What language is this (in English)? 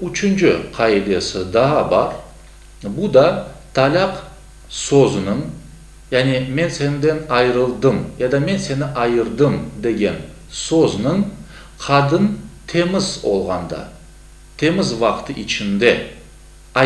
Crimean Tatar